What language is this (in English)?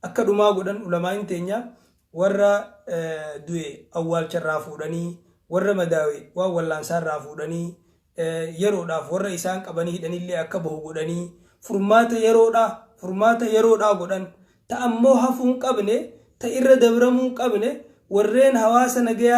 Oromo